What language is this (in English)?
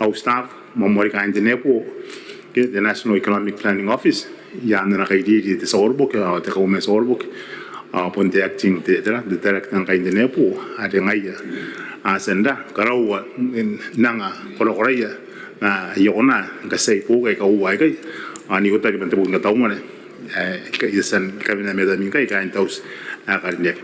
Gilbertese